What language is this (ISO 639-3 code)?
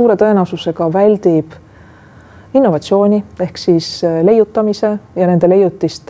est